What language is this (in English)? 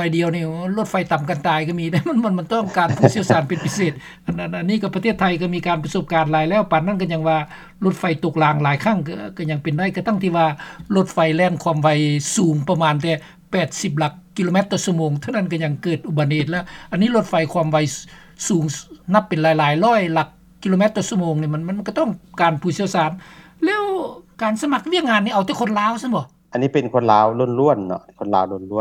Lao